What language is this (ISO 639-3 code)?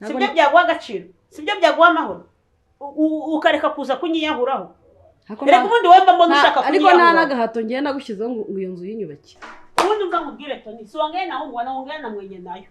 kin